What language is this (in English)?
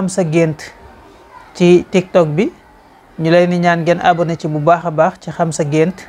Wolof